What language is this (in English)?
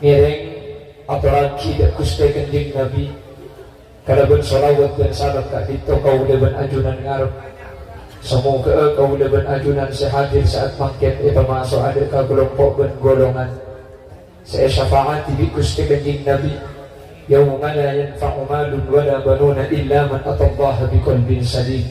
Madurese